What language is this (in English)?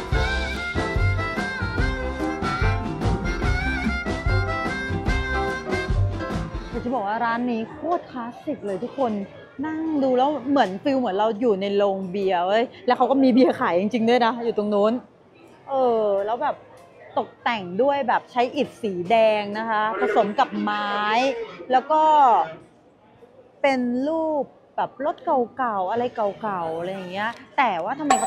Thai